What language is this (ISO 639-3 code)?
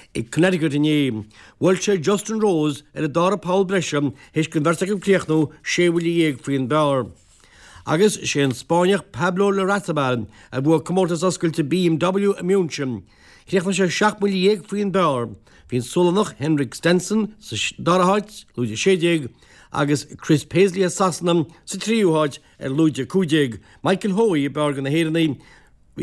gle